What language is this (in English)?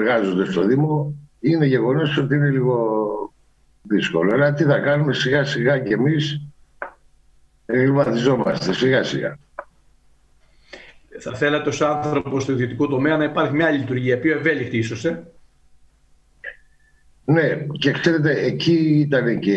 Greek